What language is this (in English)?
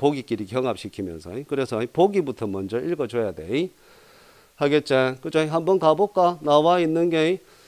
Korean